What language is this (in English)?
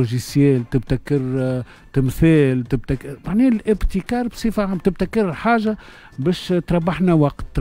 Tunisian Arabic